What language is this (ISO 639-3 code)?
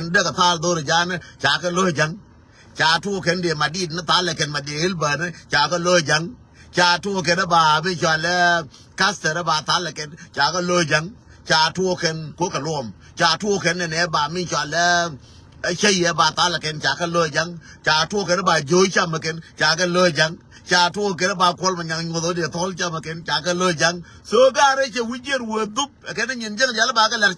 nus